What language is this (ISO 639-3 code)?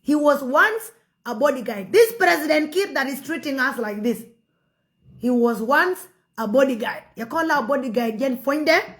nus